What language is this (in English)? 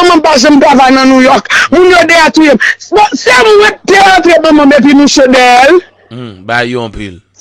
Haitian Creole